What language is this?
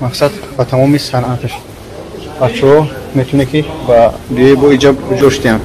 Tajik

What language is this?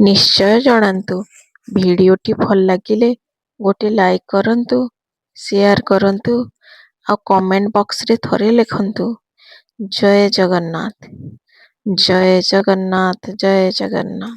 Odia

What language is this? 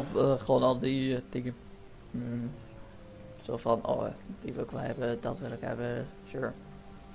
Dutch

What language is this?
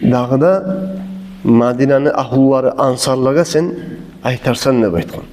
Kumyk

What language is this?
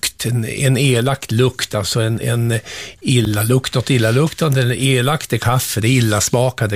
Swedish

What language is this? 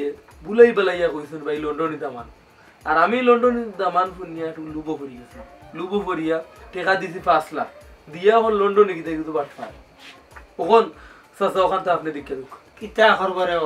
Sylheti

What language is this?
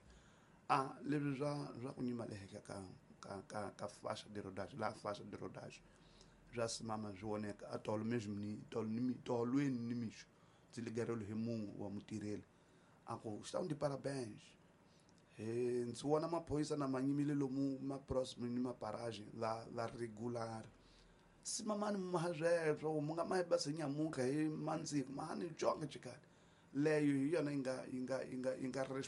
Tsonga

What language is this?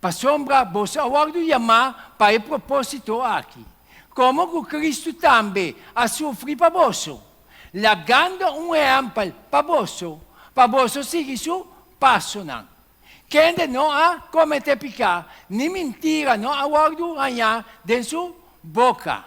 Papiamento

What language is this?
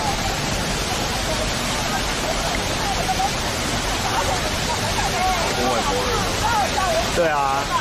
Chinese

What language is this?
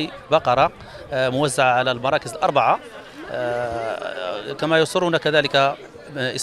Fula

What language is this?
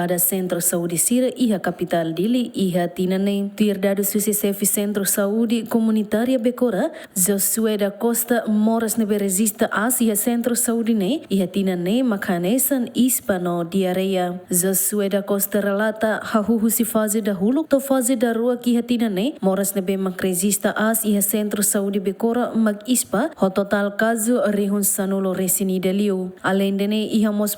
Tetum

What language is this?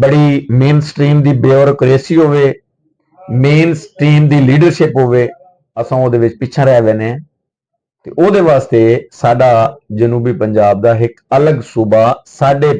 Saraiki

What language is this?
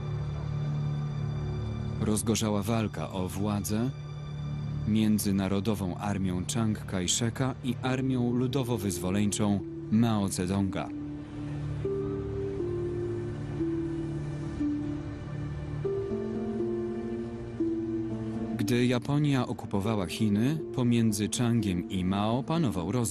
Polish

